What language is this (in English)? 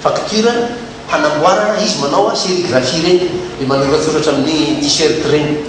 Malagasy